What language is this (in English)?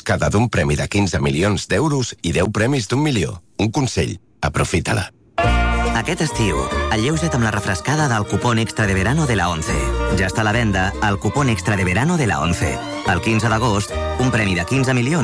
Catalan